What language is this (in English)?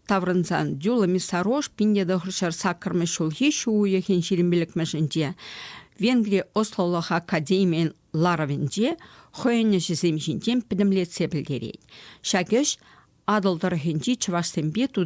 Chuvash